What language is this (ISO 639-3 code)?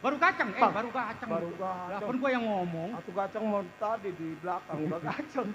bew